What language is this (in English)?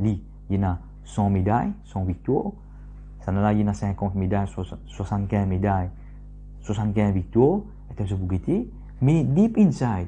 Morisyen